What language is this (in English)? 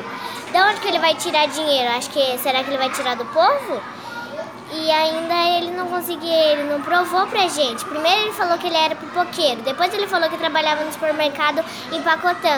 Portuguese